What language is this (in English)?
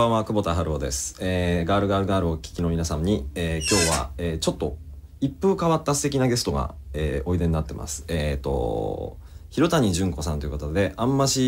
Japanese